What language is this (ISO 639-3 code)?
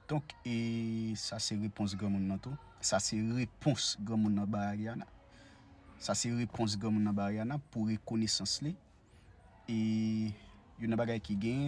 hat